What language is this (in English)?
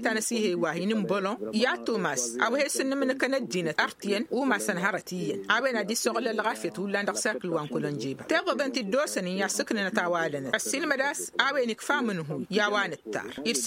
Tamasheq